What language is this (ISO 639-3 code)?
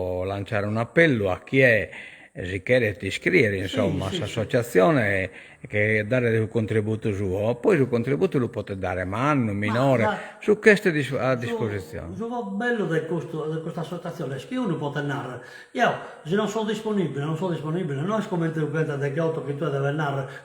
srd